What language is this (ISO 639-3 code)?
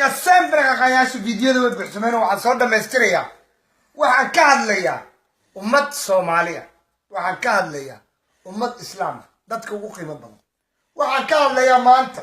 som